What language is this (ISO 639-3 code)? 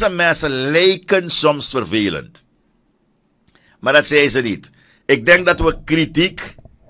nld